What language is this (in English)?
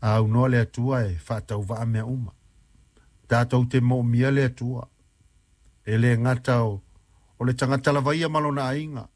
Samoan